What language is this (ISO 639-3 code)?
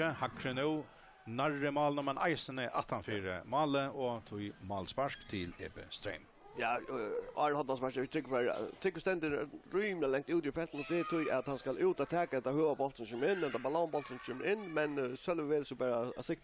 fao